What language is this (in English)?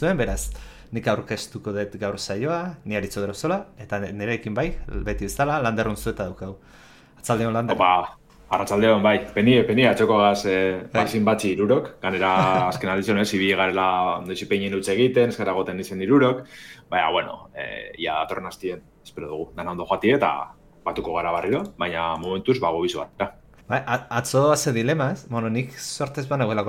Basque